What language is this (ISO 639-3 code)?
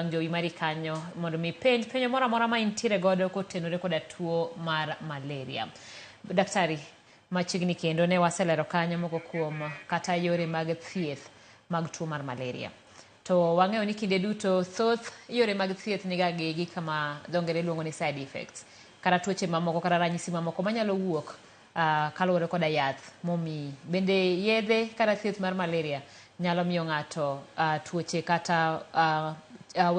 luo